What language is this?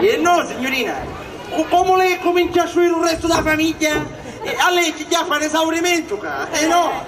Sicilian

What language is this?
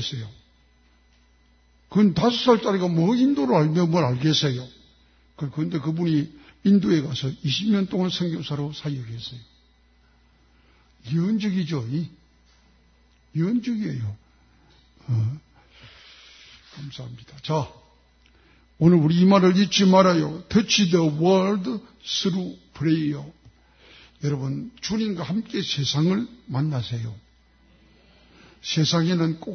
Korean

